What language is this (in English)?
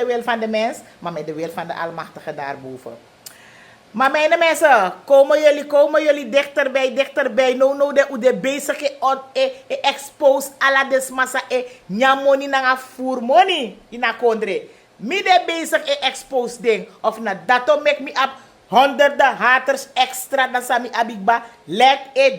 Sranan Tongo